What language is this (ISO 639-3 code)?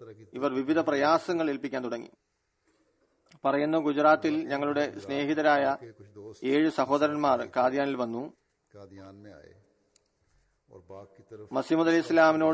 mal